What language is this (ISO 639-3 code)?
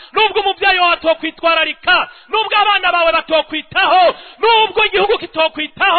run